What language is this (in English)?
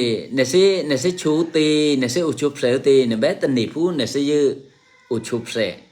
Eastern Kayah